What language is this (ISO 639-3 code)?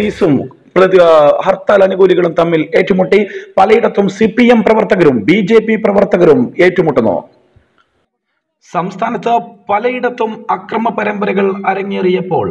mal